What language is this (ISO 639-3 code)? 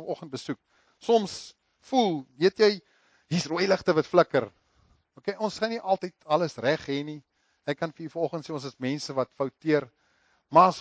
afr